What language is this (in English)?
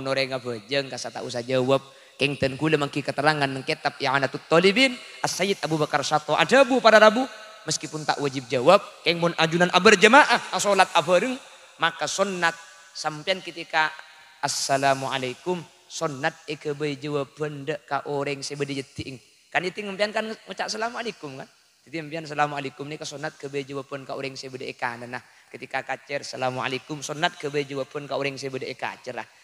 Madurese